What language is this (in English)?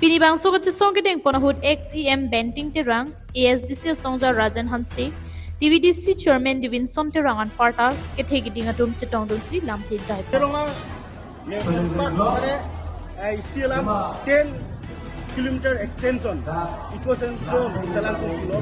Karbi